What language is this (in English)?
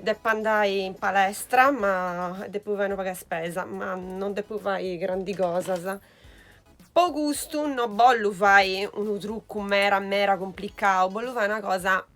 Sardinian